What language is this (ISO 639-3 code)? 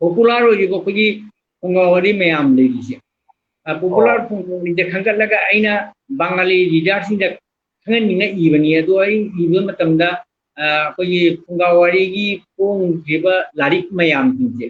mni